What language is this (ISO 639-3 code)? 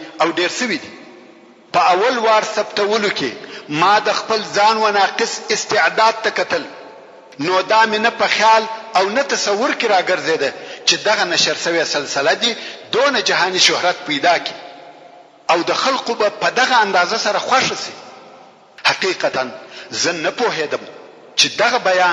pus